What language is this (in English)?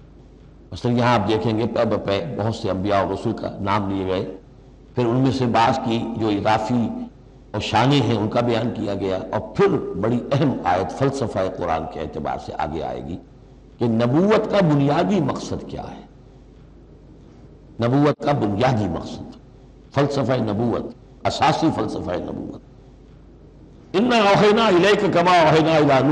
Urdu